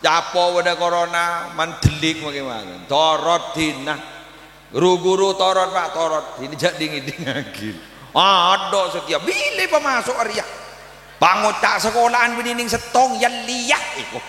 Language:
Madurese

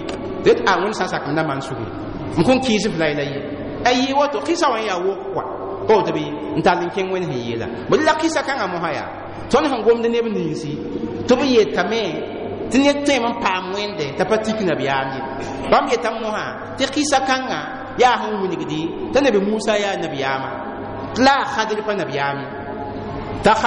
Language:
Mossi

